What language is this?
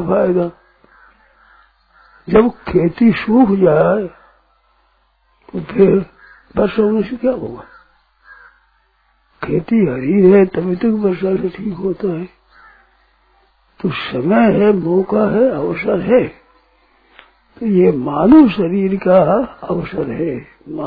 Hindi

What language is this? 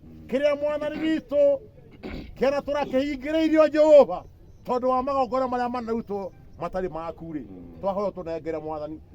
Kikuyu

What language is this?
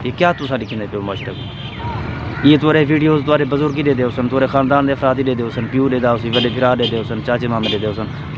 Saraiki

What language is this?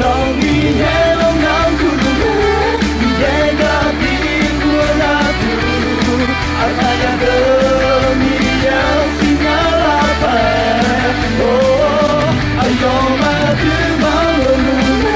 Akha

